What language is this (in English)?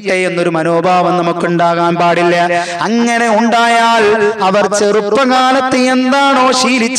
Malayalam